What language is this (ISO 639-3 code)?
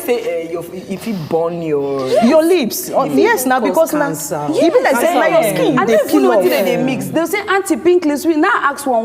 pcm